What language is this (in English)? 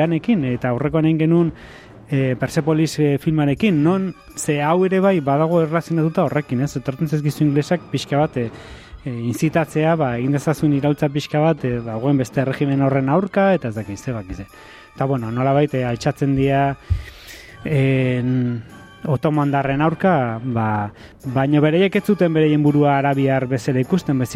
Basque